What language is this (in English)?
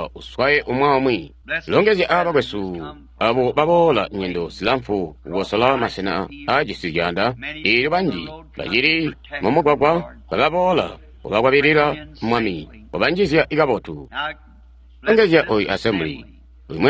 Tonga (Zambia)